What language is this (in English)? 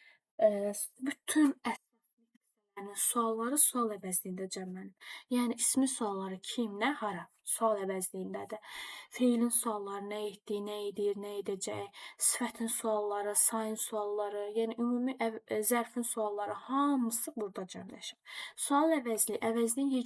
Azerbaijani